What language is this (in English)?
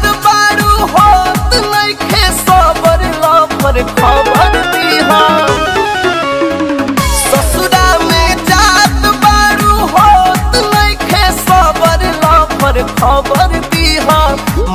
Bhojpuri